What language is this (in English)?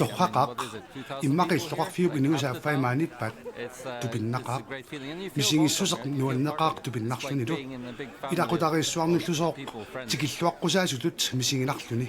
Kalaallisut